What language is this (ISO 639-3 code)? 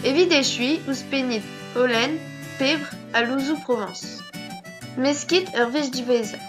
bre